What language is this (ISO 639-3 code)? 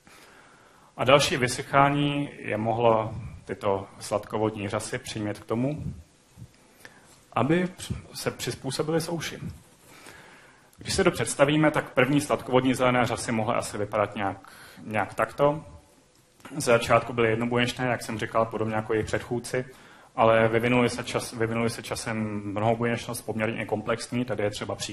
ces